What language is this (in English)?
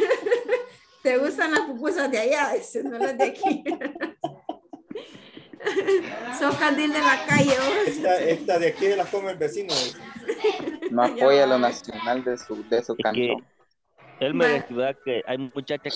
Spanish